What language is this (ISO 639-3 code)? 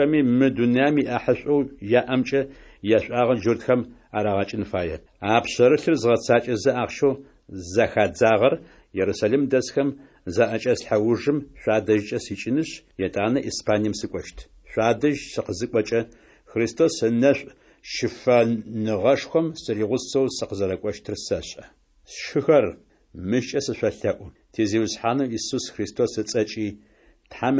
ady